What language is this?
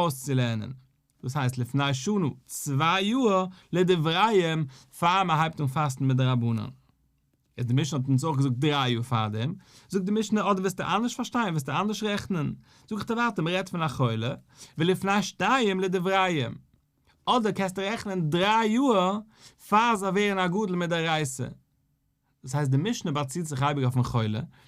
Yiddish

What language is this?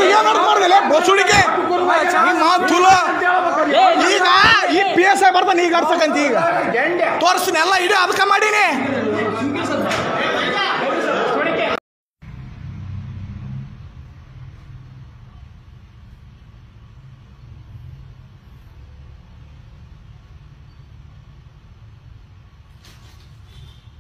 Kannada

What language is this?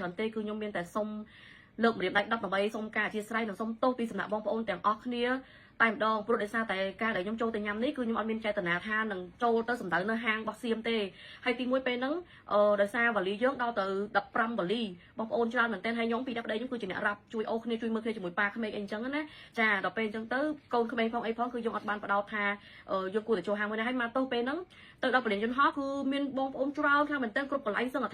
Khmer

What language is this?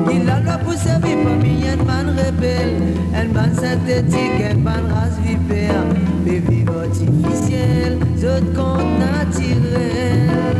Morisyen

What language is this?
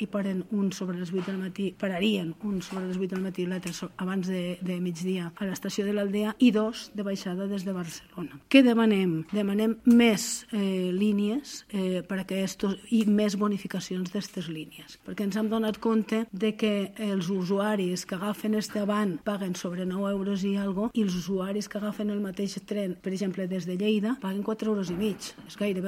Catalan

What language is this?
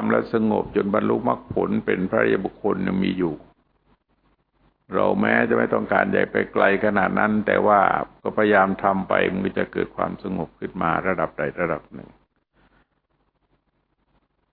Thai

